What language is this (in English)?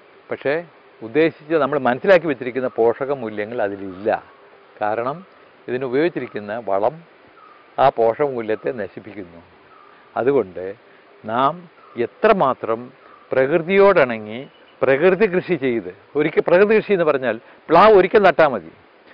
Malayalam